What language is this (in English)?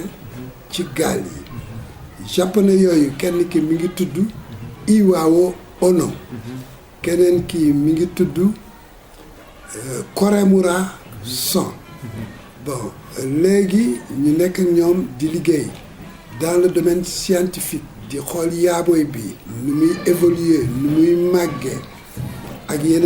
Wolof